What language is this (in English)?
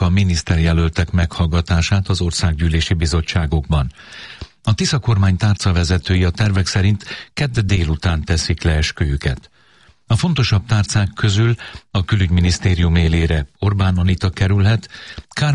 Hungarian